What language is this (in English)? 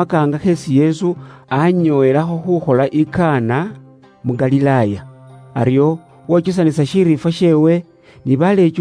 Luyia